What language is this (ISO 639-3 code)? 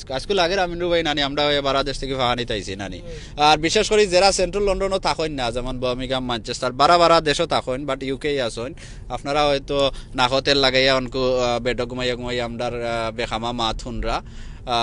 syl